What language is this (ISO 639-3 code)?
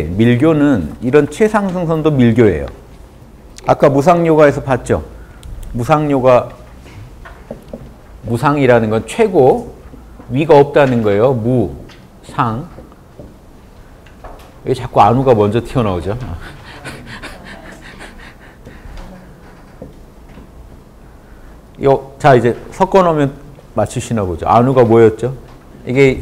kor